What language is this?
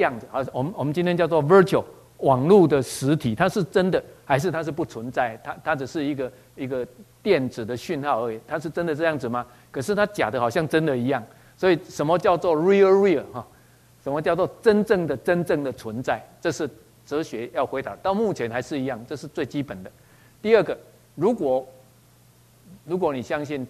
Chinese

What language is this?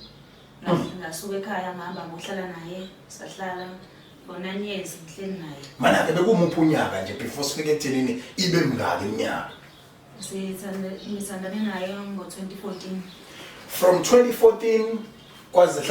Zulu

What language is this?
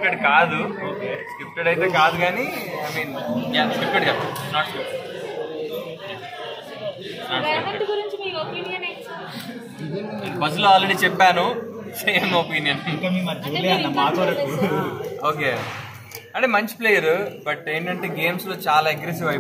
Telugu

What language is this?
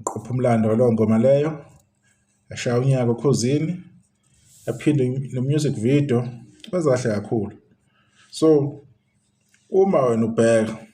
Zulu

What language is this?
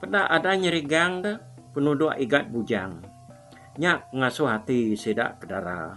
Iban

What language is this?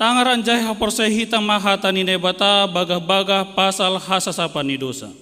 Batak Simalungun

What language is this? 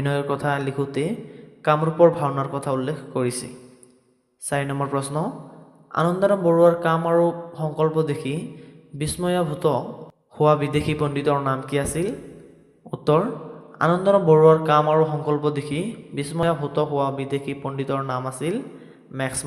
Assamese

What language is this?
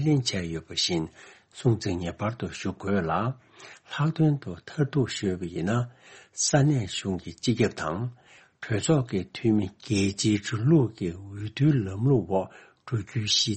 Tibetan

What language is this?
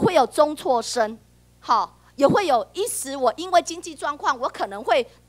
Chinese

